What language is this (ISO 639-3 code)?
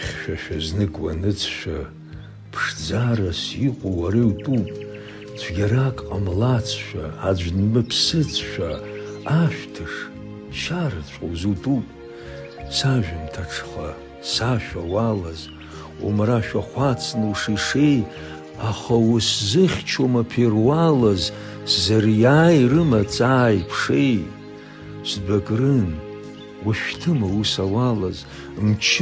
abk